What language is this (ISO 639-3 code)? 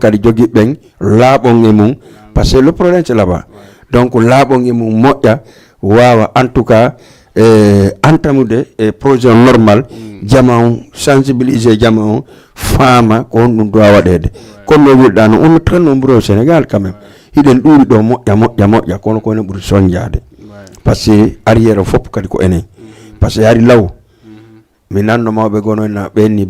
ful